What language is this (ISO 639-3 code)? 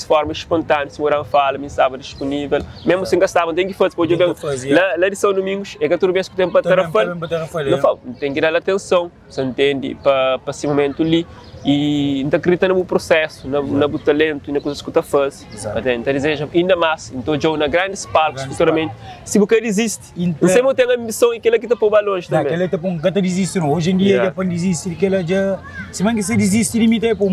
kea